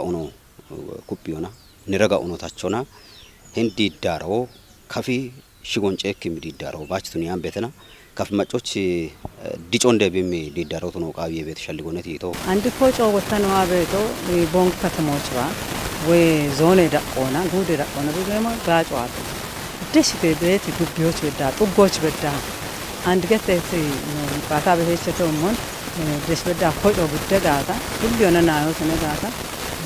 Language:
Kafa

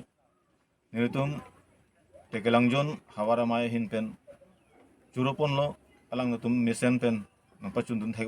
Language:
Karbi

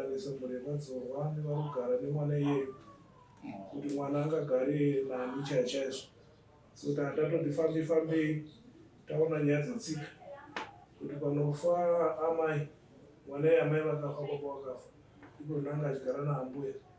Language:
Shona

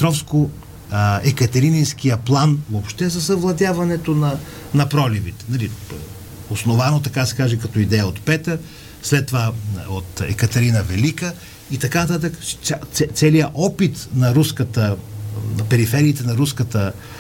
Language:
Bulgarian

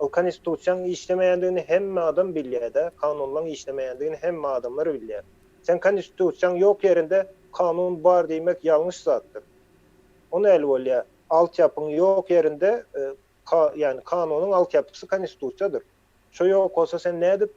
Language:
Turkmen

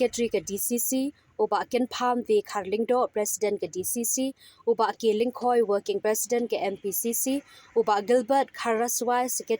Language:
Khasi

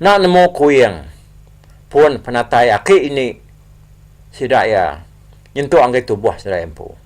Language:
Iban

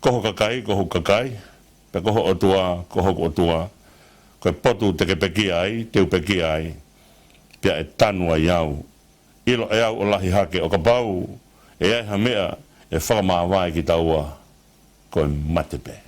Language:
Tongan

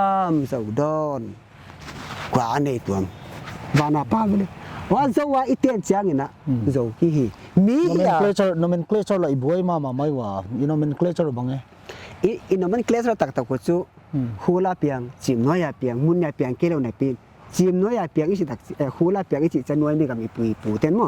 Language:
Paite Chin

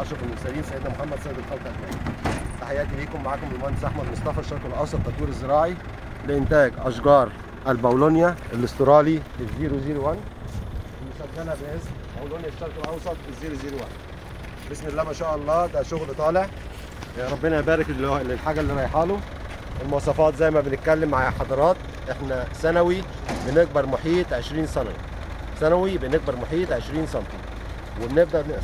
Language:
Egyptian Arabic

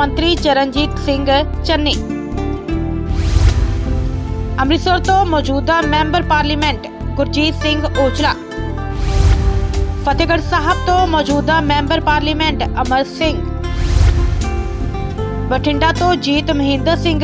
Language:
Punjabi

